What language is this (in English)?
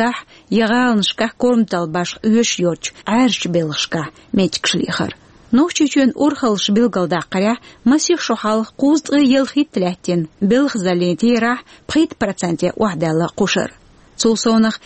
Chechen